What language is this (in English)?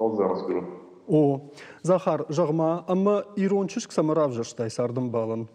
Ossetic